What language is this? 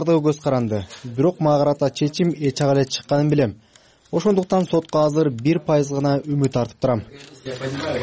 Kyrgyz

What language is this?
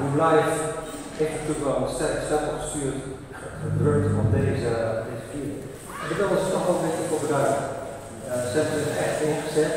Dutch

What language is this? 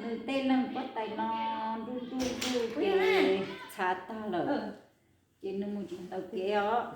Hmong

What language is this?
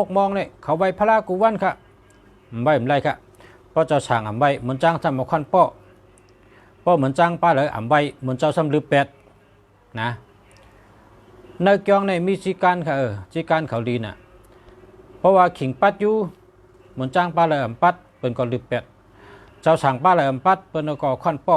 Shan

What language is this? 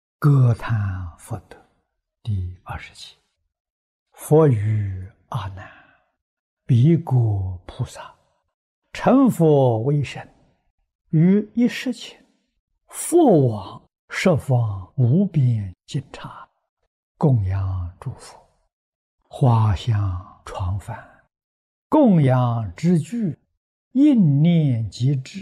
Chinese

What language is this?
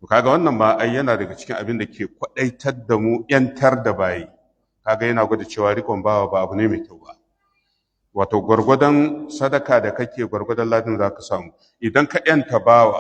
Hausa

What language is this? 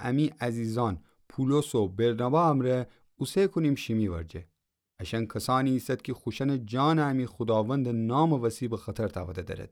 Gilaki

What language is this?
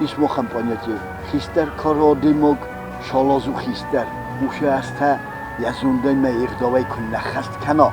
Ossetic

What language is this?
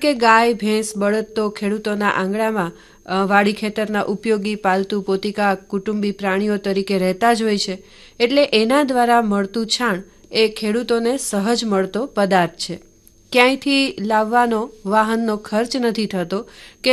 Gujarati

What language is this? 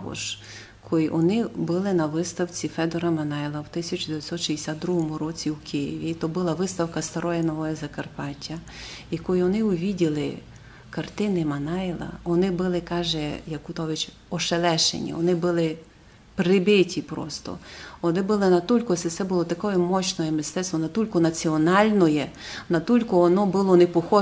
Rusyn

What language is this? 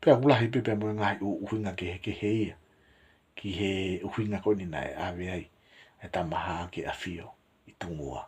Tongan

